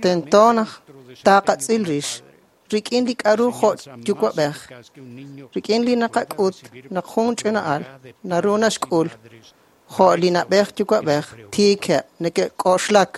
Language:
Kekchí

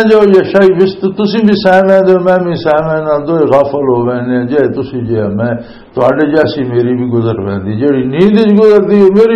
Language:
Western Panjabi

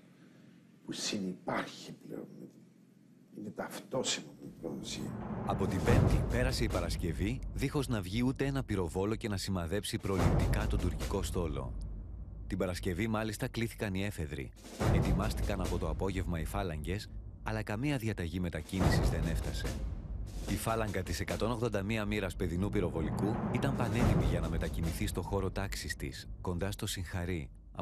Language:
Greek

